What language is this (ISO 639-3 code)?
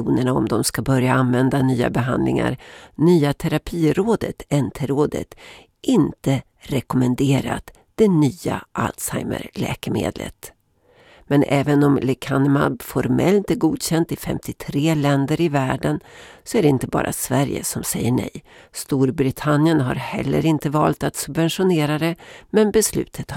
swe